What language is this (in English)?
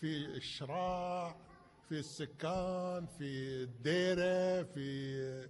Gulf Arabic